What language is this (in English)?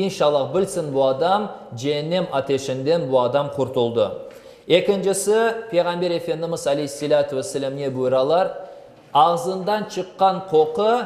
Crimean Tatar